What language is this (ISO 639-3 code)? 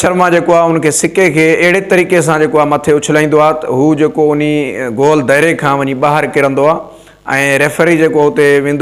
snd